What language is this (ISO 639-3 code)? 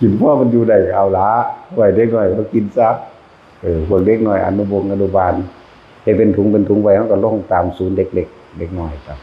tts